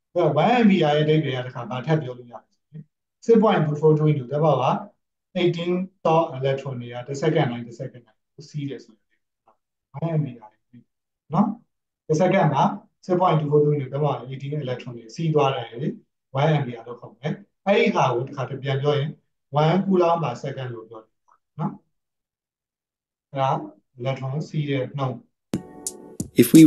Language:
Burmese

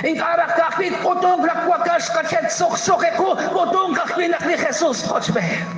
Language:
Kekchí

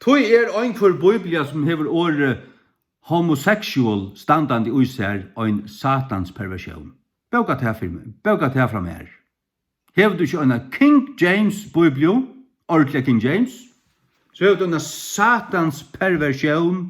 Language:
Faroese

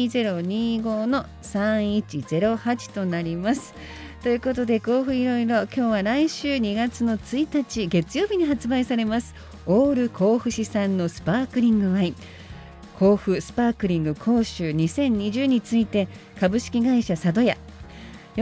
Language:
Japanese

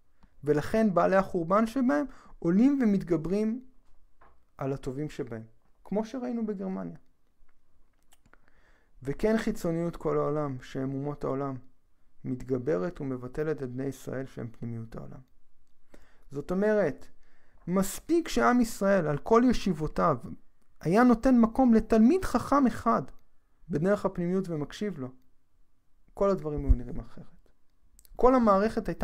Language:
Hebrew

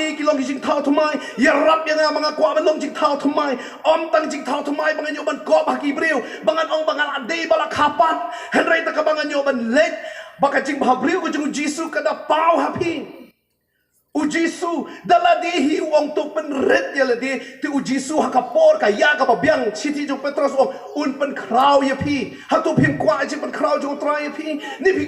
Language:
Khasi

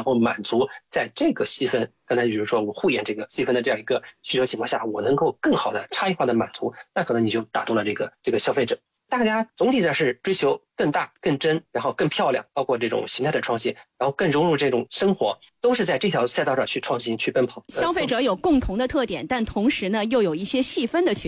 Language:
Chinese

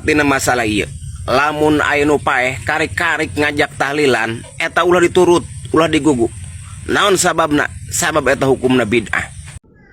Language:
Sundanese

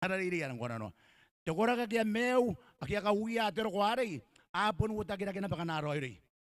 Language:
Gilbertese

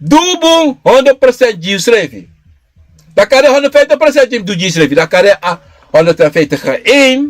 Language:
Sranan Tongo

